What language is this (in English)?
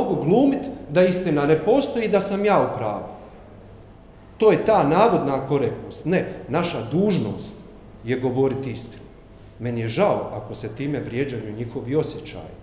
Croatian